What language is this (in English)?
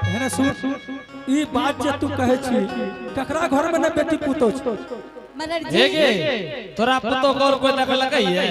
Angika